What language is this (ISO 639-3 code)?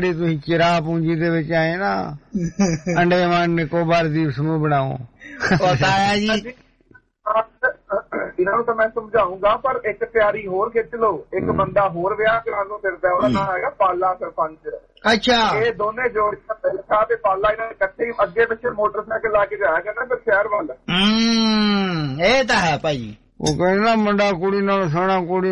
pan